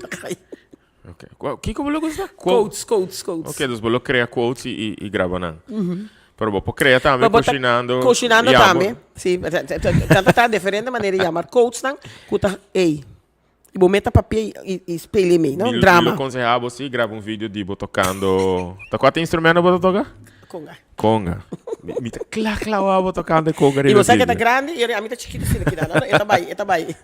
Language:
Papiamento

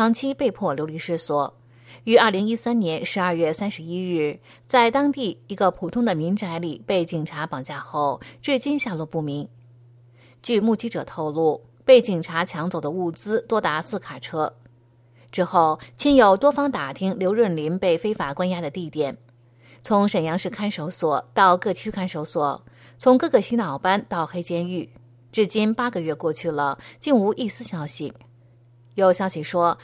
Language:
Chinese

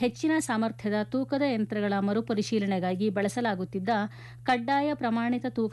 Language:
Kannada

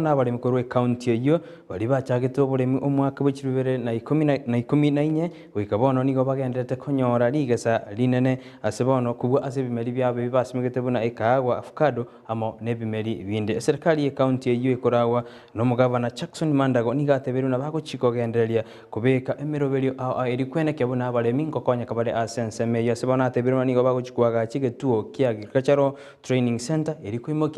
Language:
Gusii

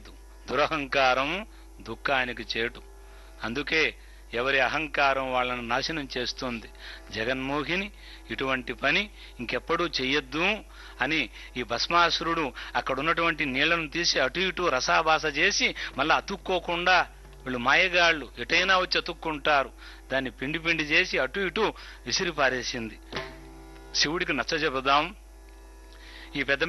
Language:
Telugu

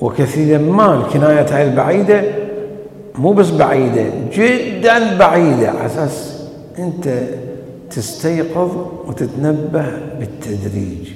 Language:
Mesopotamian Arabic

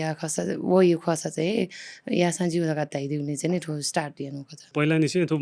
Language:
Newari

